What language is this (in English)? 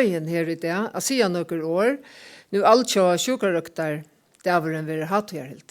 Faroese